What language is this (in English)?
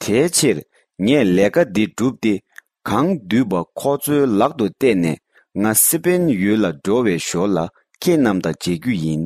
Tibetan